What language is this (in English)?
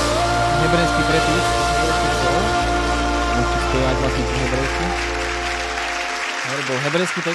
Slovak